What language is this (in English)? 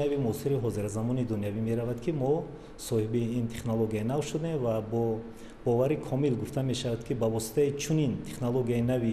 Tajik